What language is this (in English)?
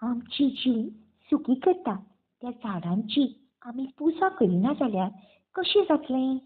Konkani